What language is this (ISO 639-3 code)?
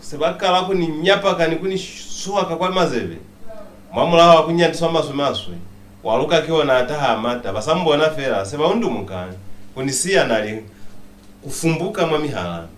loz